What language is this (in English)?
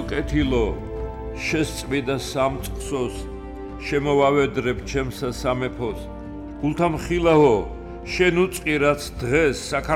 Georgian